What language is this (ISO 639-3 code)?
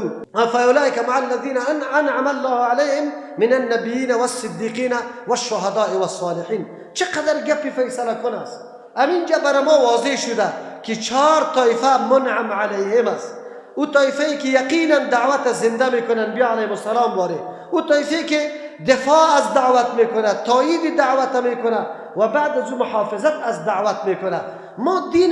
fas